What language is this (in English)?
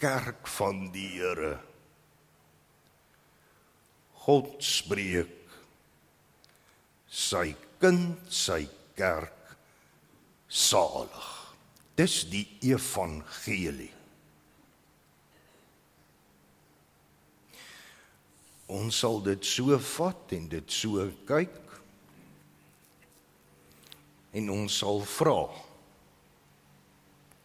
Afrikaans